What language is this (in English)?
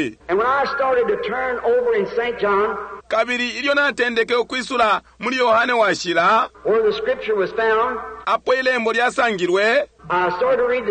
Bemba